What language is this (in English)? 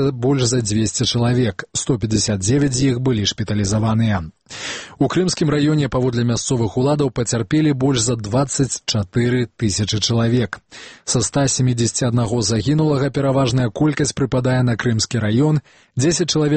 Belarusian